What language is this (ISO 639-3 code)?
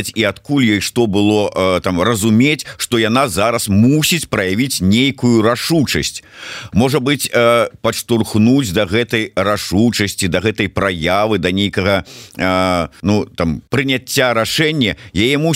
bel